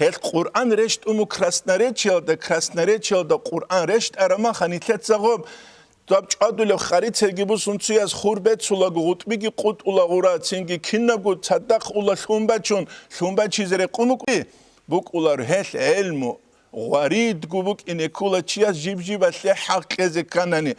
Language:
Avaric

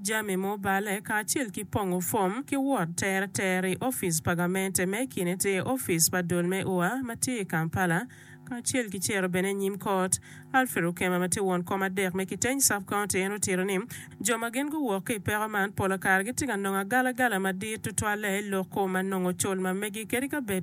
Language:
Acoli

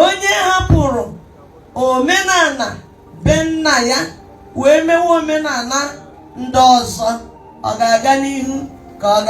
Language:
Igbo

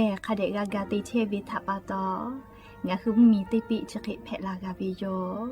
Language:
Lahu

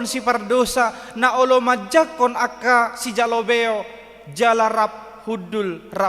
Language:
Batak Toba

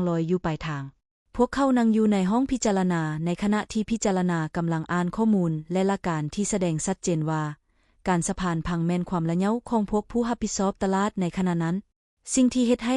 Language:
Lao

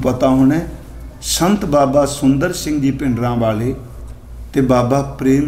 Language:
Punjabi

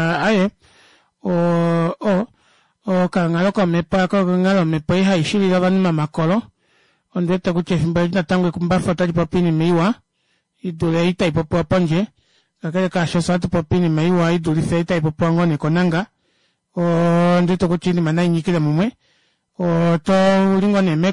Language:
Kuanyama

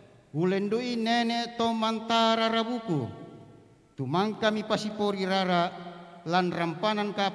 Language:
Toraja-Sa'dan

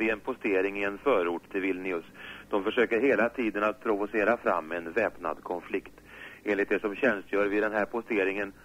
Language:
Swedish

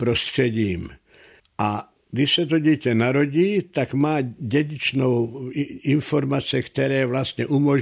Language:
Czech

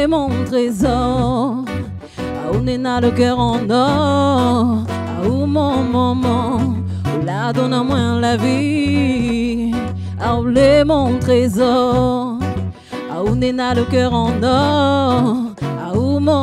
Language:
Réunion Creole French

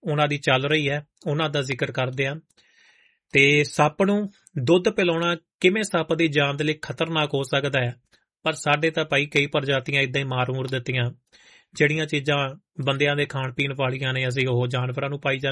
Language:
Punjabi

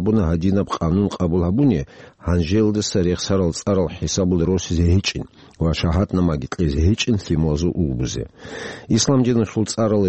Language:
Avaric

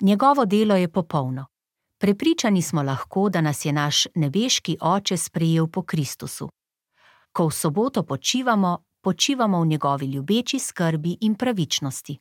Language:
Slovenian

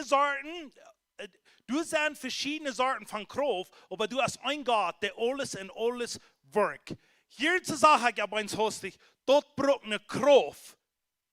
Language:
Plautdietsch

